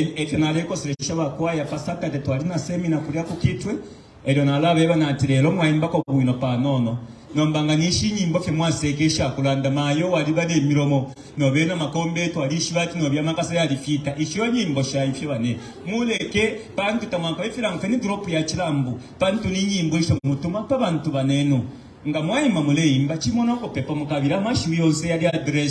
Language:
Bemba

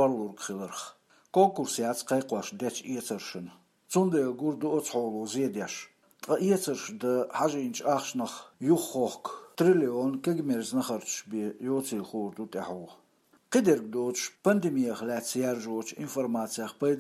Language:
Chechen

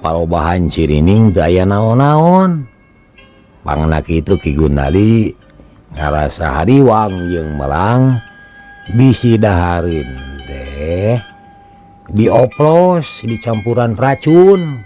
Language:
Sundanese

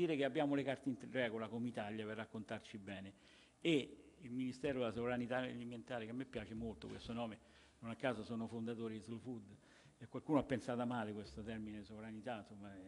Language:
Italian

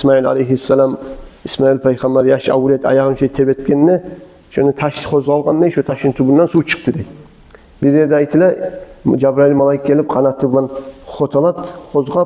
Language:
Kumyk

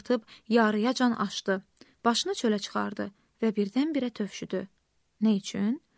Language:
Azerbaijani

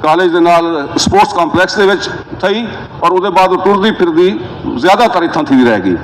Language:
Saraiki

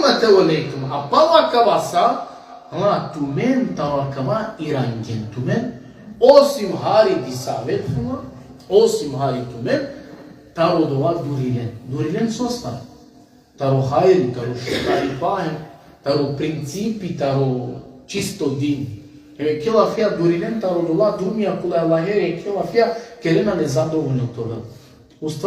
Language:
Balkan Romani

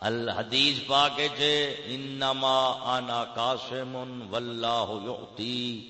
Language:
Saraiki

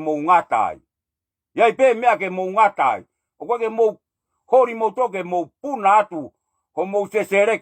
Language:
Tongan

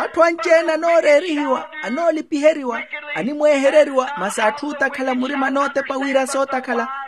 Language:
Makhuwa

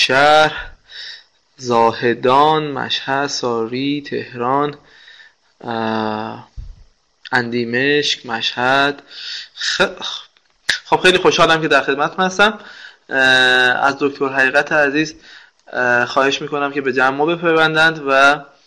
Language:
Persian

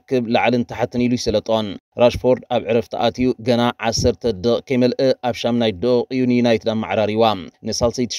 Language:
Tigrinya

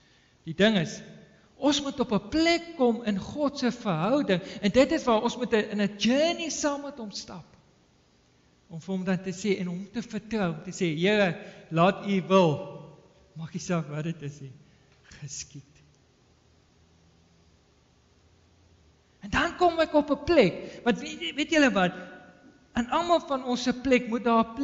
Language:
Afrikaans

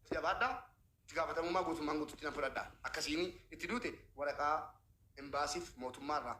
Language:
Oromo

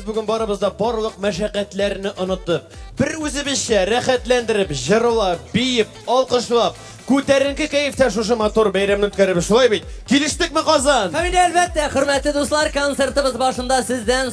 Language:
Tatar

